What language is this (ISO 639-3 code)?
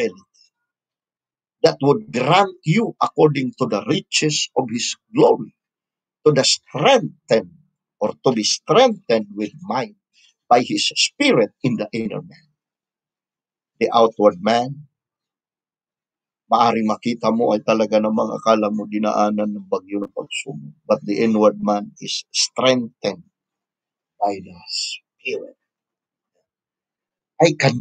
fil